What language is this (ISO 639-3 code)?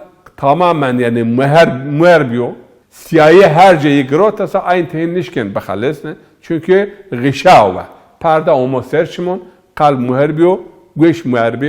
zza